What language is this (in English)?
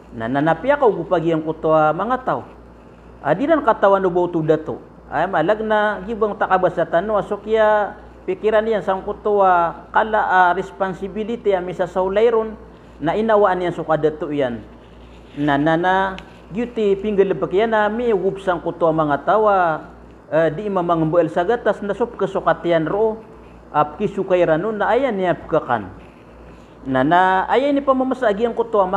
Maranao